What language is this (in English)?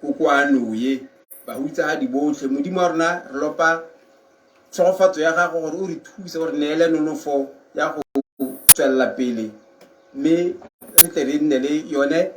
Tswana